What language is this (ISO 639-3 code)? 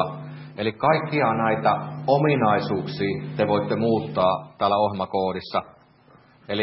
fin